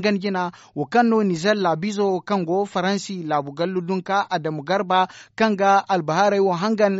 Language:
Zarma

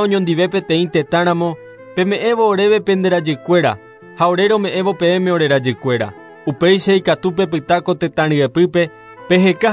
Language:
Guarani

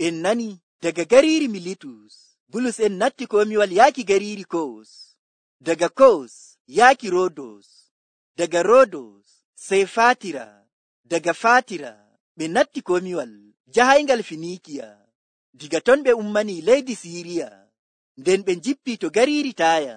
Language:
Nigerian Fulfulde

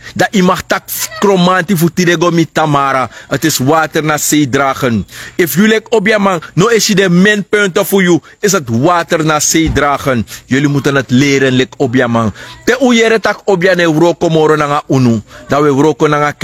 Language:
Sranan Tongo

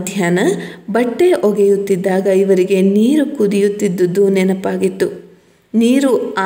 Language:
Kannada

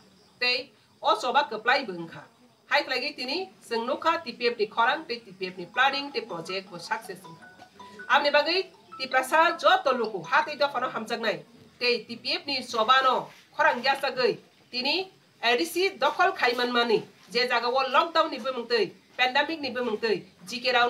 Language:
Kok Borok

